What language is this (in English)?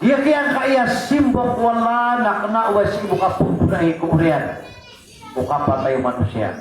Maranao